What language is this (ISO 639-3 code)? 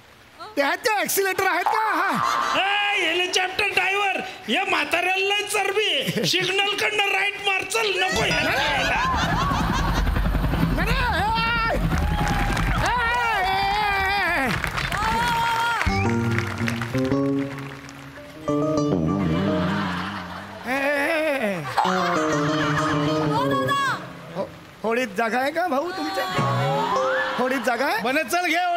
mar